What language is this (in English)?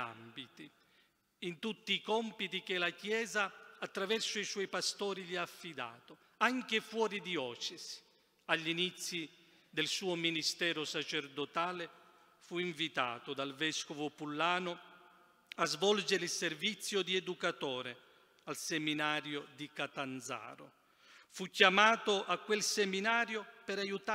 Italian